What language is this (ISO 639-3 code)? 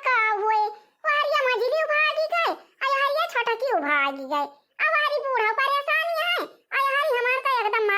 awa